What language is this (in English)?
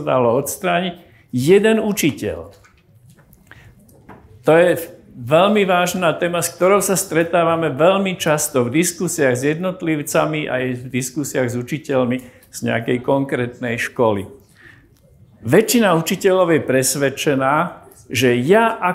Slovak